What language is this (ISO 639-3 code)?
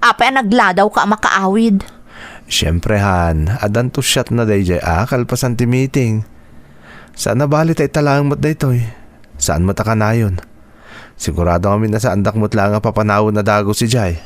ilo